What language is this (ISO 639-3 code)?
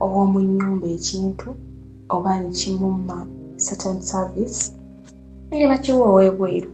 lug